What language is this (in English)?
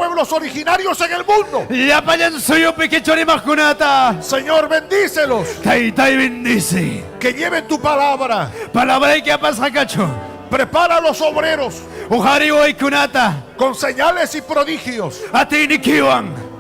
Ayacucho Quechua